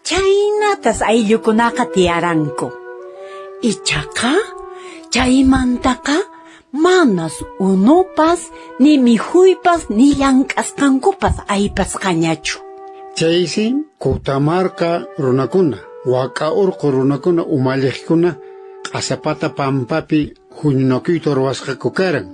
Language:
Quechua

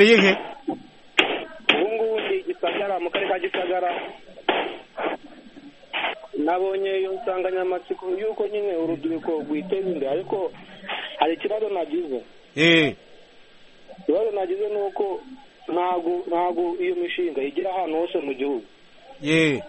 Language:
Kinyarwanda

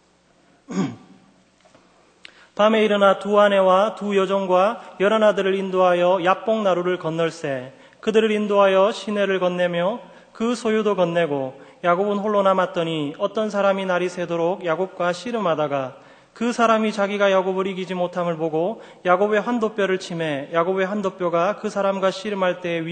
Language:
Korean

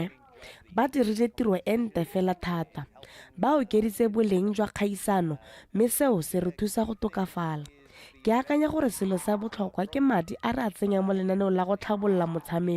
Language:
Tswana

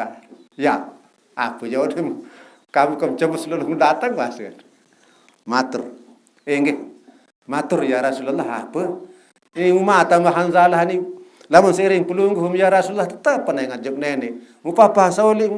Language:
Sasak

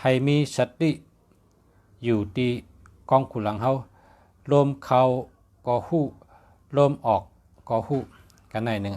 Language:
Shan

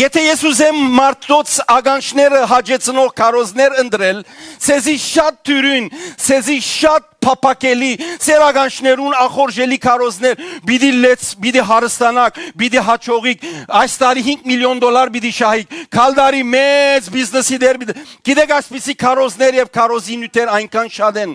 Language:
Western Armenian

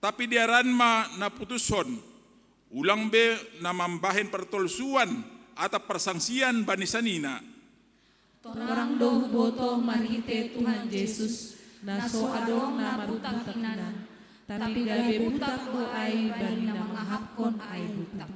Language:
Batak Simalungun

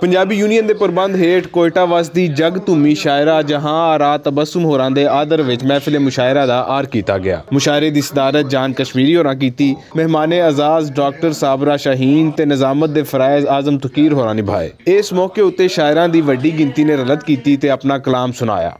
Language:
Western Panjabi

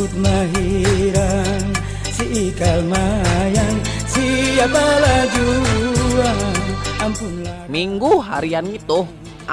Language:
Banjar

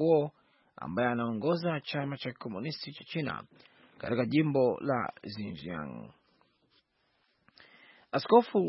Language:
Swahili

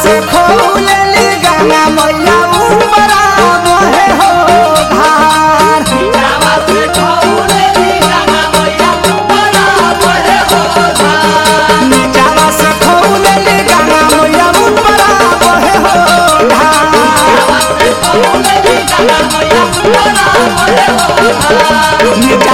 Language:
Bhojpuri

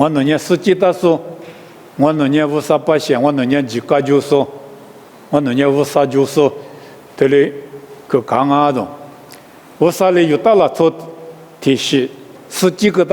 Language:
Lisu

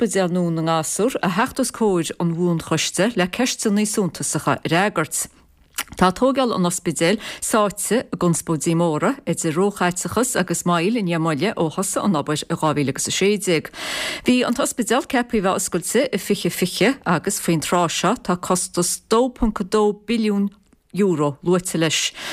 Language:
Irish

